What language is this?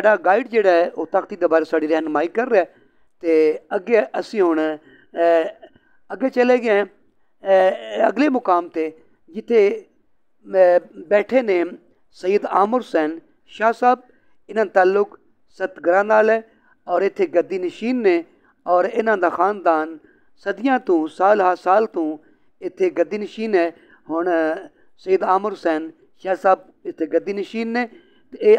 Punjabi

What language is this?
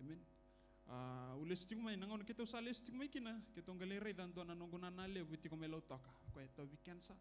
Fijian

